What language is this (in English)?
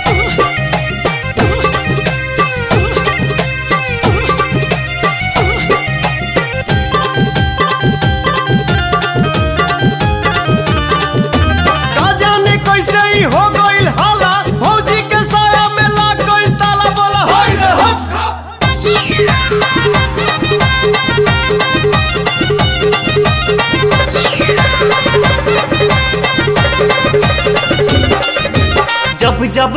Bhojpuri